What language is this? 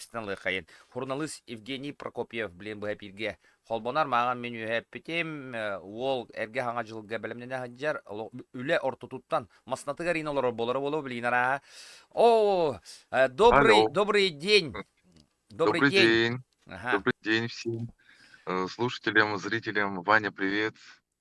Yakut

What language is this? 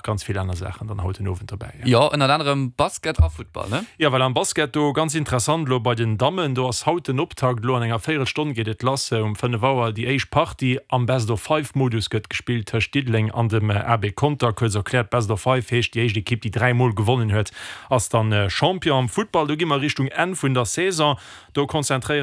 Luxembourgish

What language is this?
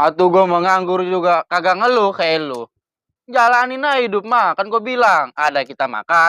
Betawi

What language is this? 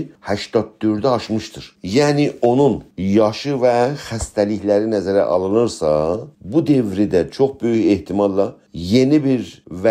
South Azerbaijani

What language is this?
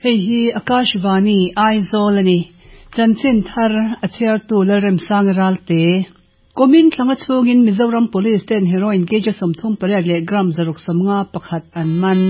Mizo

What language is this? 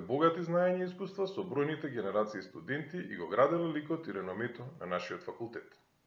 Macedonian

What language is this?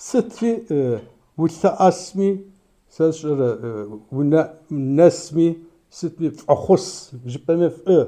Kabardian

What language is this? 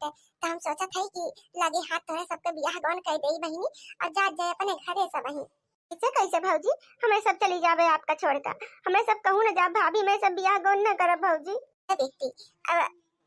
Awadhi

